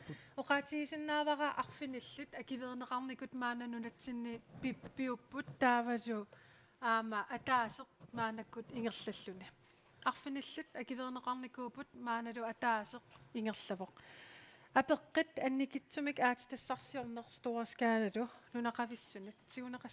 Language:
Kalaallisut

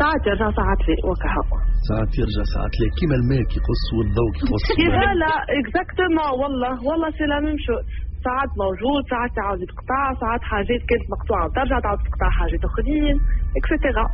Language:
Tunisian Arabic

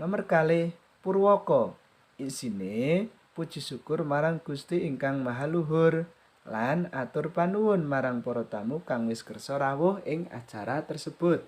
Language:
Javanese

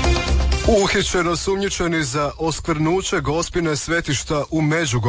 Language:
Croatian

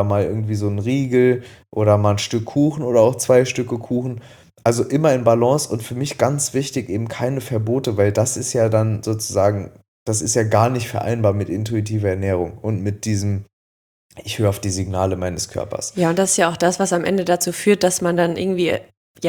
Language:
German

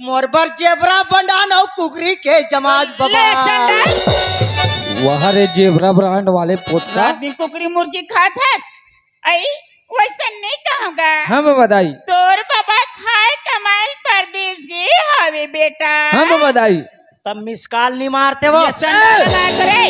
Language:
Chhattisgarhi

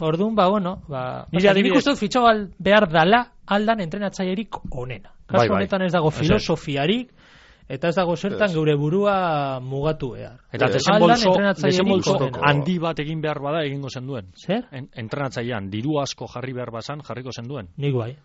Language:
Basque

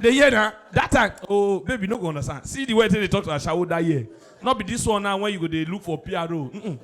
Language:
Nigerian Pidgin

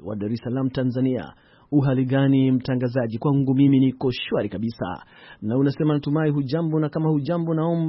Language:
Swahili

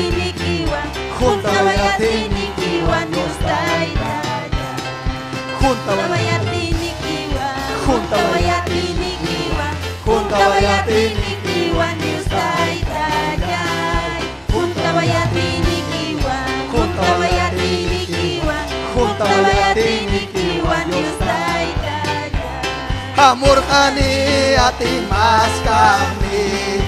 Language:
Ayacucho Quechua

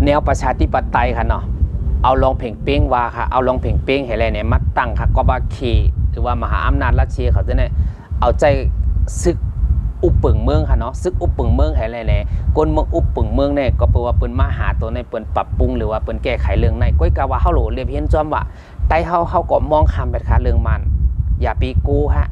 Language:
Shan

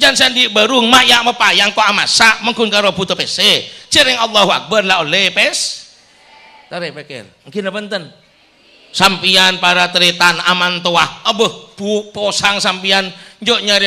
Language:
Madurese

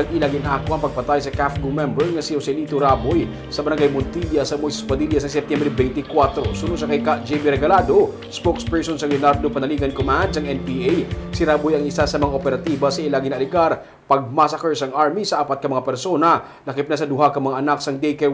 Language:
Hiligaynon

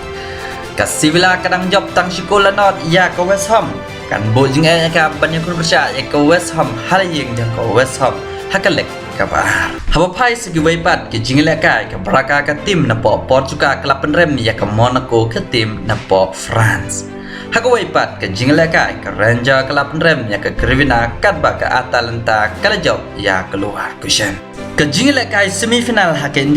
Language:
Khasi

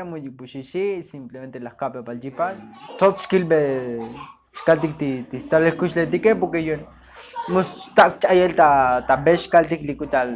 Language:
Tzotzil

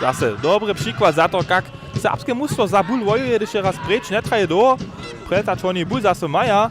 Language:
Upper Sorbian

